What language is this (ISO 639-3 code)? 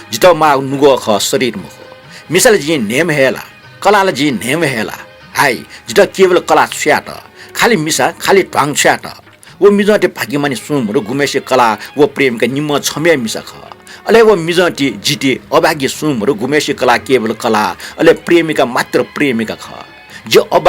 new